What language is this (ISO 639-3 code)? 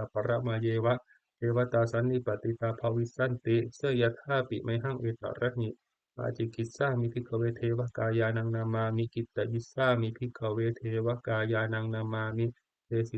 pli